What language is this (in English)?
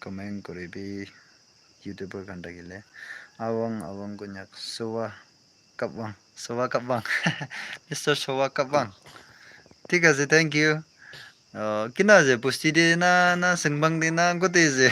Naga Pidgin